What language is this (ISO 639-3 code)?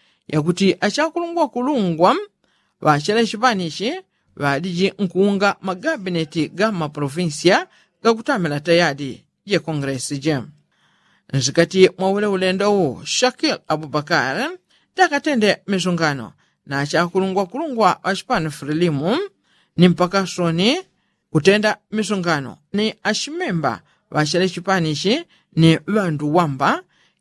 yao